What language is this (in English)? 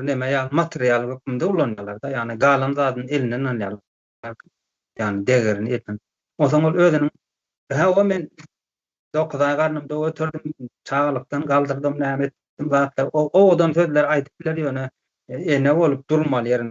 Turkmen